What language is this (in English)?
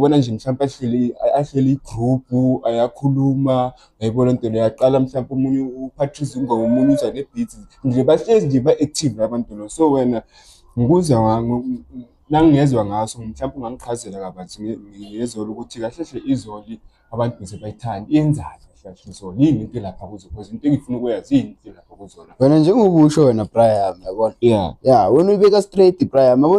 Zulu